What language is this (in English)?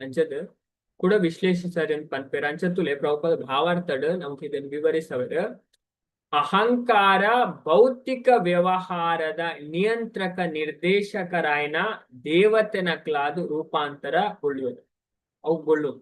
Tulu